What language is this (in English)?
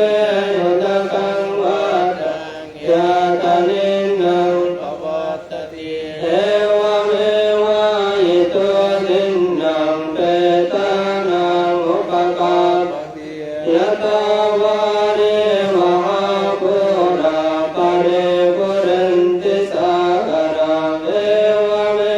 Pali